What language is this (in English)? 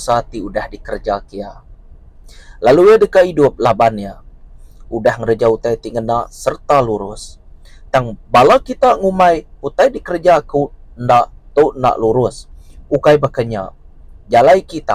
Iban